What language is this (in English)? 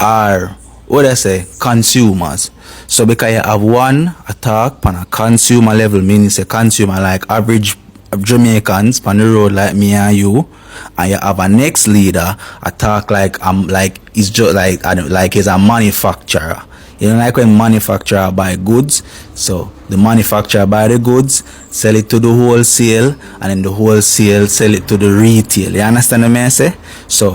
Jamaican Creole English